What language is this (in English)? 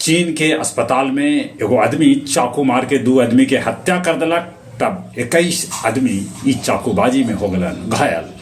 Magahi